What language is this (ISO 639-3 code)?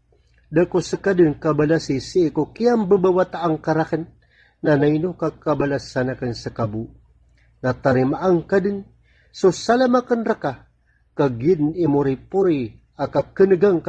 mrw